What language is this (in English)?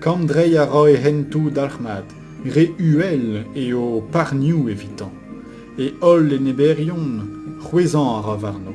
Breton